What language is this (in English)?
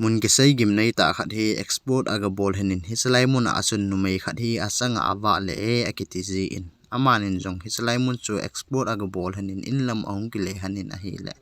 Thado Chin